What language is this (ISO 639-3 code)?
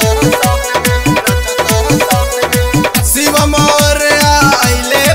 bho